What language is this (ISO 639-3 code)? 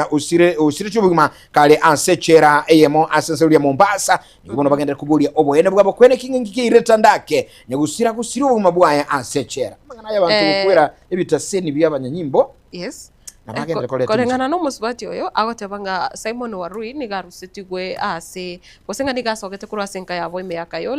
guz